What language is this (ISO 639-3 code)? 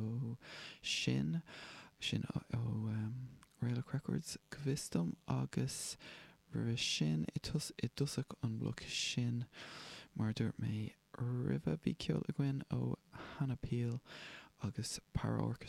gle